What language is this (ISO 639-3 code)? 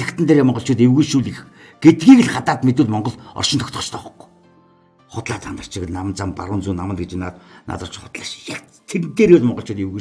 mon